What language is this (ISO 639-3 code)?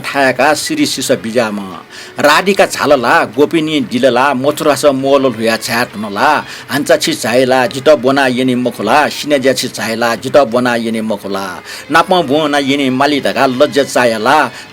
new